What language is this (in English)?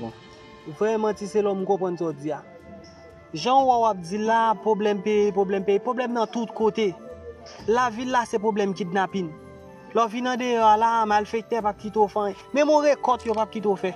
Haitian Creole